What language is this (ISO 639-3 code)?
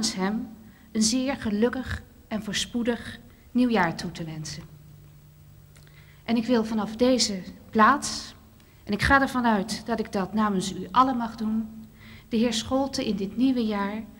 nld